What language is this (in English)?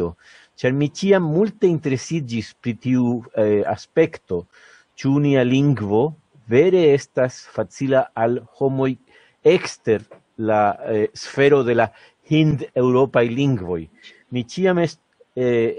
Esperanto